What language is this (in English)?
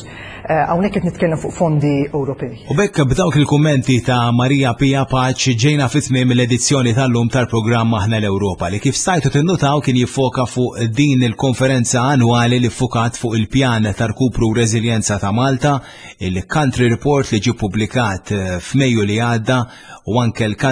Maltese